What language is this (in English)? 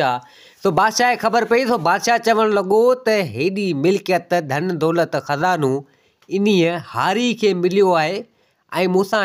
Sindhi